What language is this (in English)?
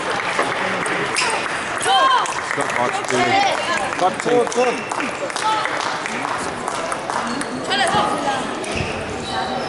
Danish